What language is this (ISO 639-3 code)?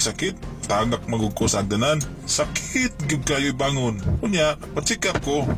ceb